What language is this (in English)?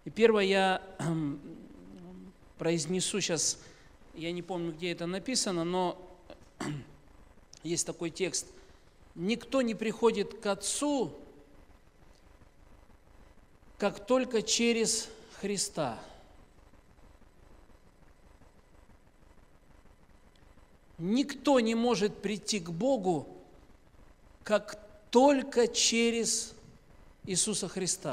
Russian